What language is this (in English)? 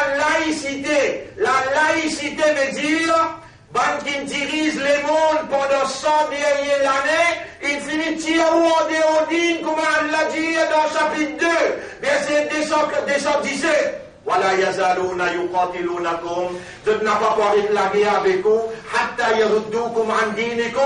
Morisyen